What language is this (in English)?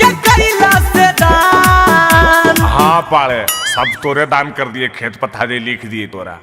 Magahi